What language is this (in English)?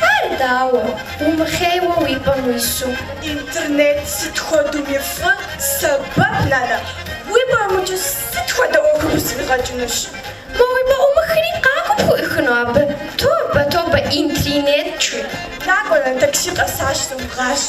Kabardian